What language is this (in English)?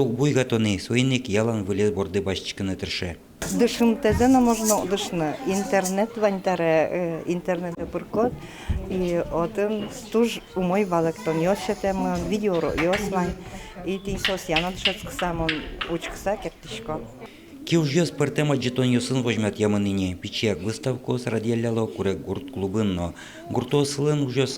Udmurt